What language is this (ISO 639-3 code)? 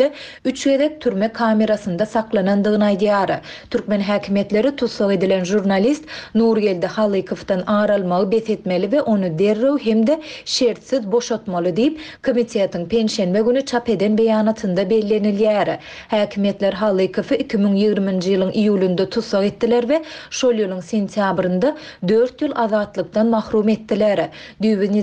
tuk